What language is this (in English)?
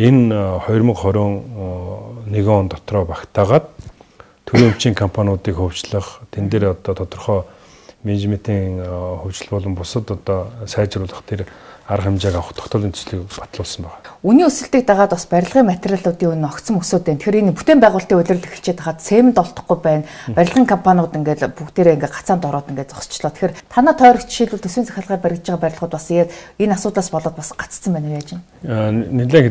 Mongolian